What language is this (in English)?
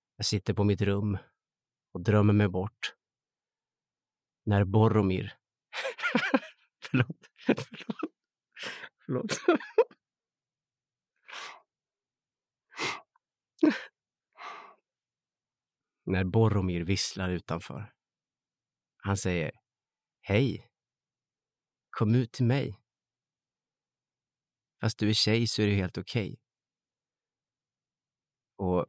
Swedish